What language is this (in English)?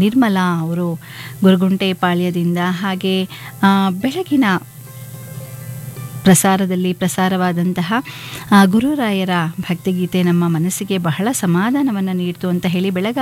Kannada